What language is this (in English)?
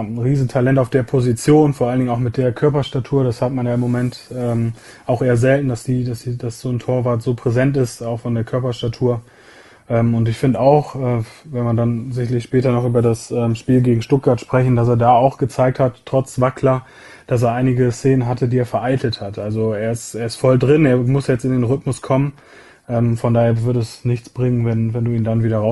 German